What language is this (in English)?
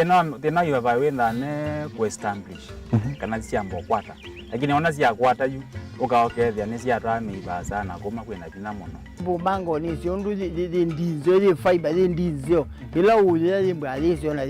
Kamba